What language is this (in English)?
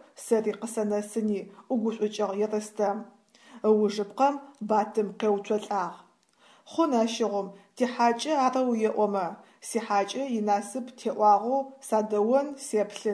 Adyghe